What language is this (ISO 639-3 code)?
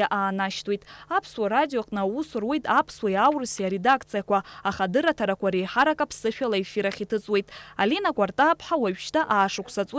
abk